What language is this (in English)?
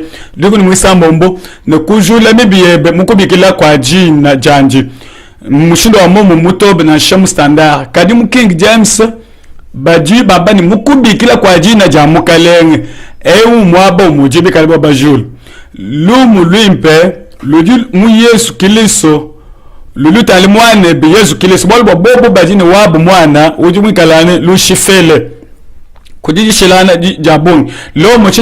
Luba-Lulua